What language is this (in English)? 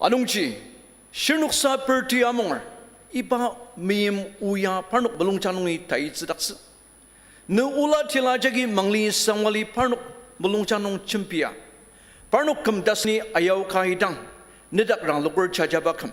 Ao Naga